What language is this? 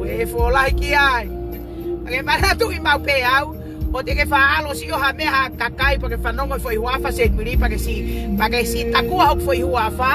Tongan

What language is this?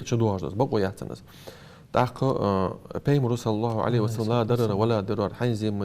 Ingush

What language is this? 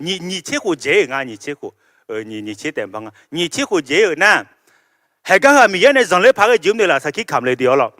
Akha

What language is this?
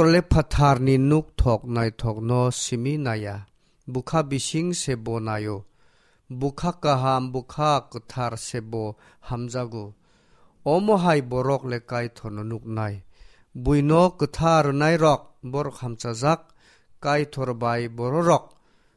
Kok Borok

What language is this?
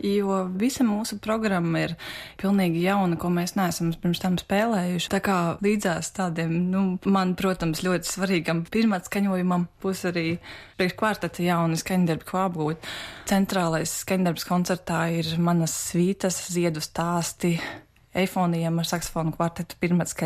Latvian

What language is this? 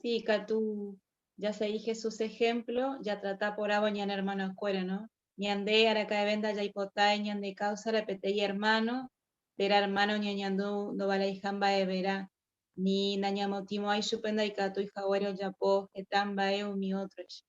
Guarani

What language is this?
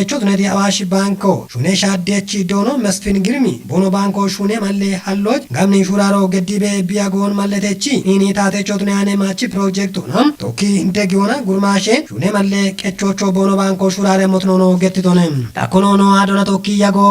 Kafa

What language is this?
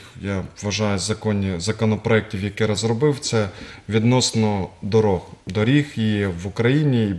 Ukrainian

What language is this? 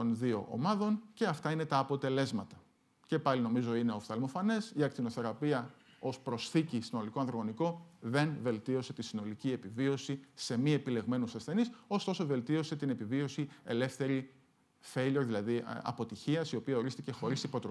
Greek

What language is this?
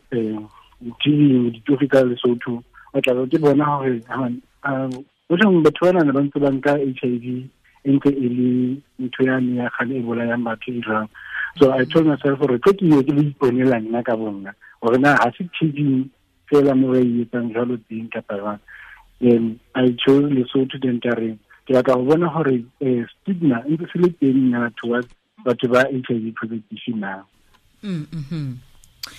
Tswana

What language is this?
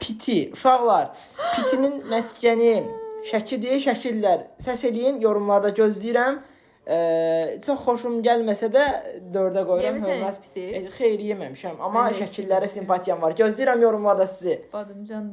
Azerbaijani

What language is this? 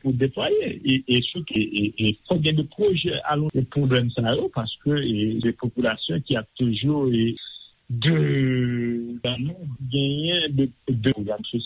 Haitian Creole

